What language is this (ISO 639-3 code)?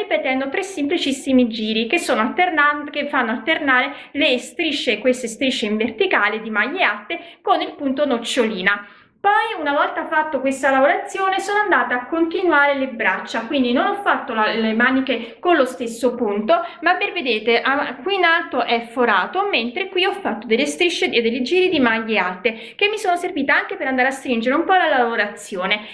ita